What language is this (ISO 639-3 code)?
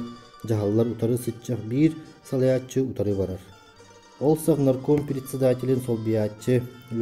sah